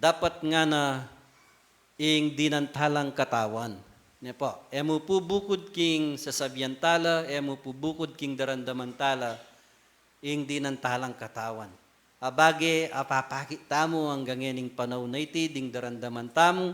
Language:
Pampanga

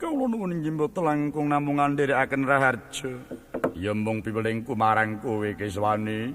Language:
Javanese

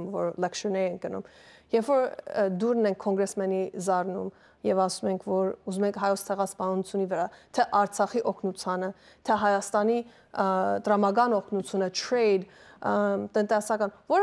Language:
Western Armenian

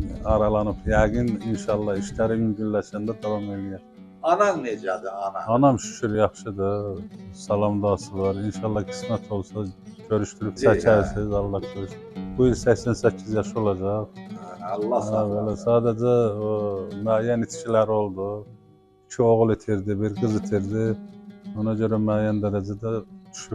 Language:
Azerbaijani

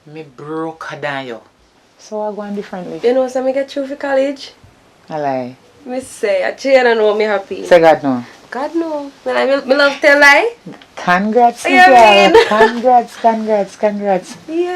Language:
Jamaican Creole English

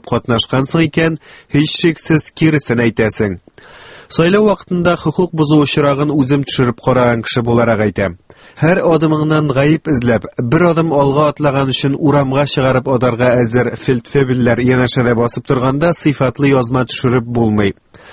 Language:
Tatar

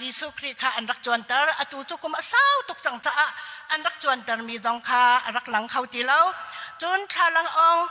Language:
Hakha Chin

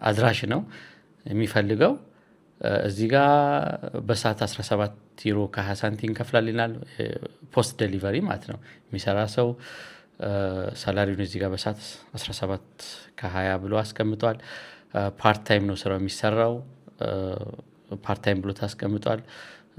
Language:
Amharic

